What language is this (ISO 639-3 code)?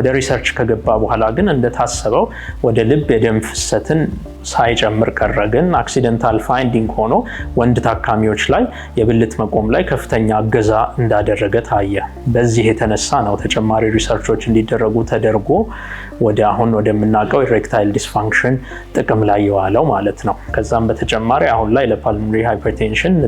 amh